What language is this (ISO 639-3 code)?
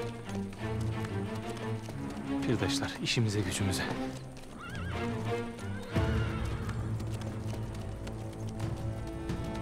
tur